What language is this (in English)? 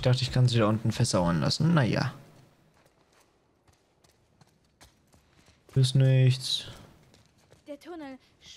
German